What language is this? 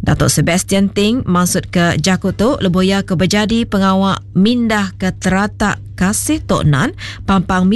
Iban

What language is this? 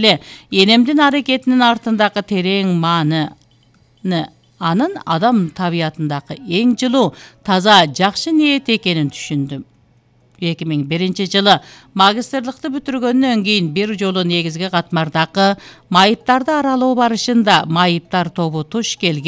Kyrgyz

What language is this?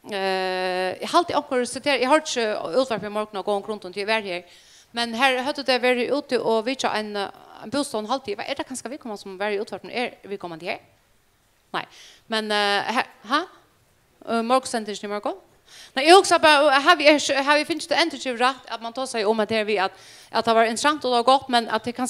Faroese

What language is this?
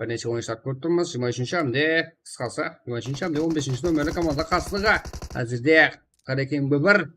Kara-Kalpak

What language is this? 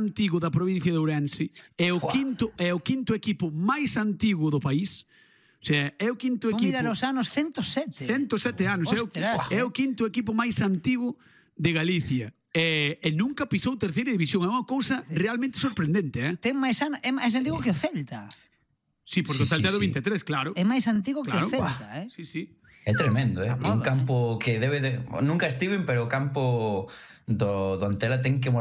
Galician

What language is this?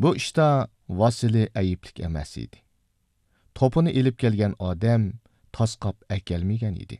Uyghur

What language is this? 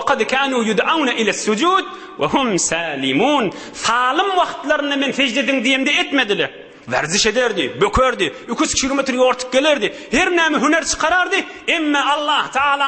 Turkmen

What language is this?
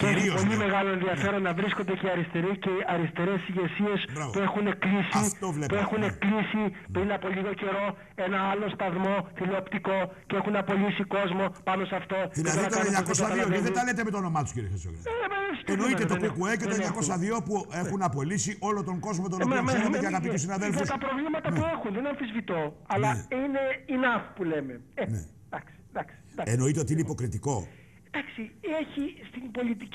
Greek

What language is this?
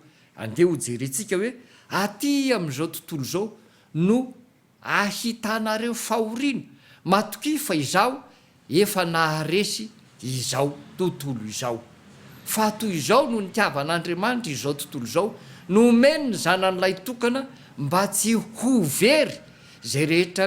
Malagasy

